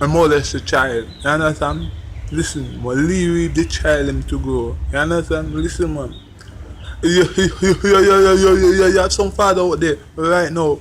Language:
Jamaican Creole English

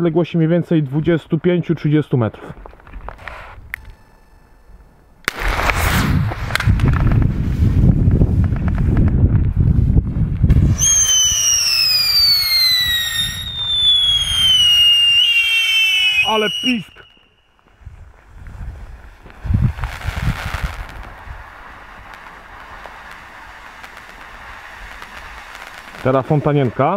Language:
Polish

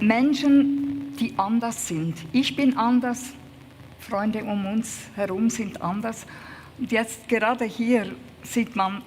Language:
Swiss German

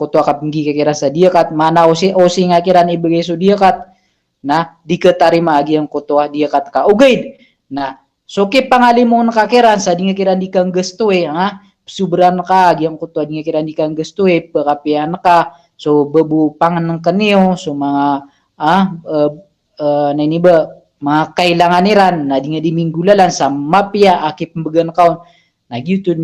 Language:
Maranao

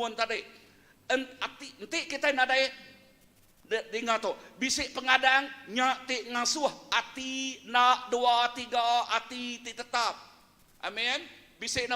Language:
Iban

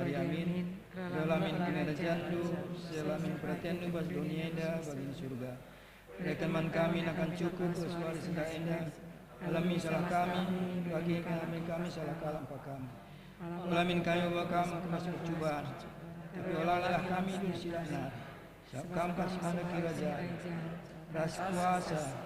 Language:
Batak Karo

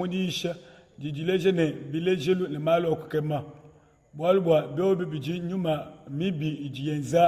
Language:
Luba-Lulua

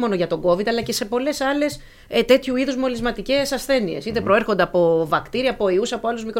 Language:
Greek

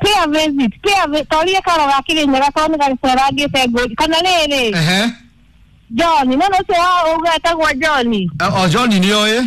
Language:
Kikuyu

